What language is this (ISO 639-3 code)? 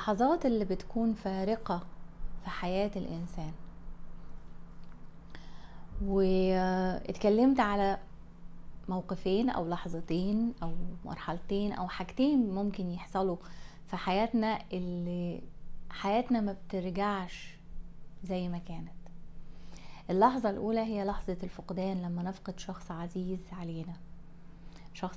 arz